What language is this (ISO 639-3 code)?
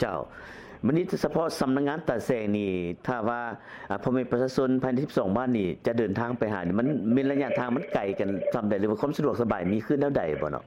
lao